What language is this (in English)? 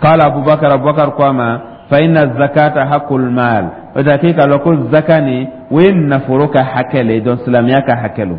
Dyula